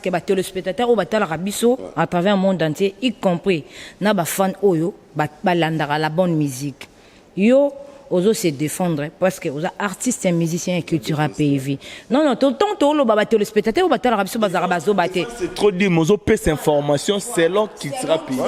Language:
Lingala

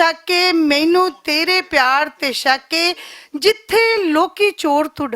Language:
Western Panjabi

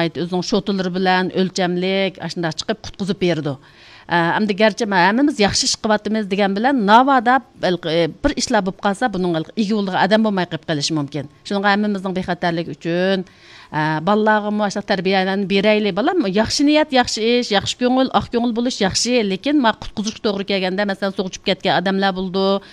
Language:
Uyghur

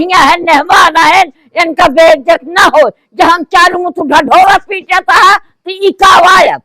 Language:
Awadhi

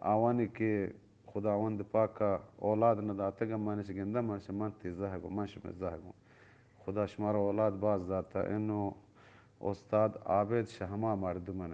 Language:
Eastern Balochi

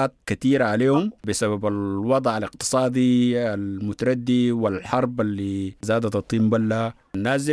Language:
Sudanese Arabic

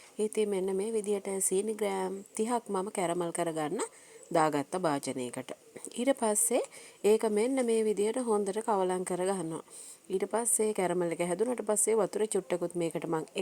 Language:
Sinhala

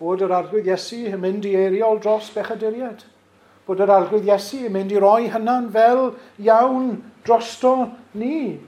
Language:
Welsh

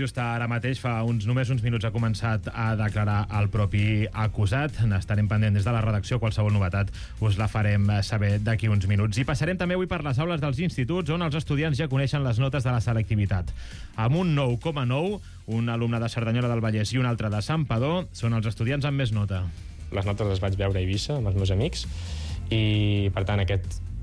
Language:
Catalan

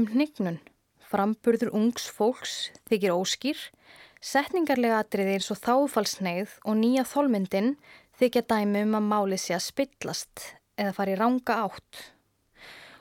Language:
Icelandic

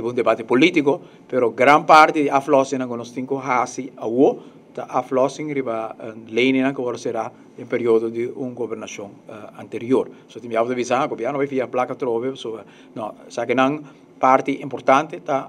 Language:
Papiamento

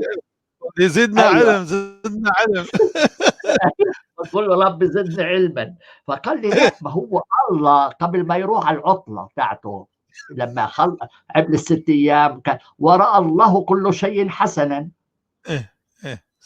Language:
North Levantine Arabic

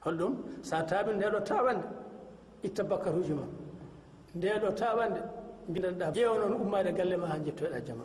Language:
Fula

